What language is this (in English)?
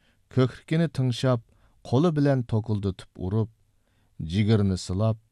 Uyghur